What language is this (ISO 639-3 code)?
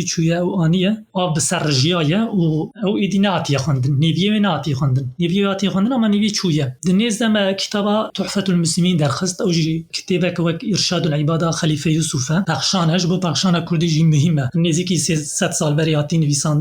kur